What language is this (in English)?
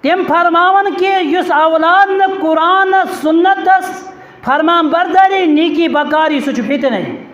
Kashmiri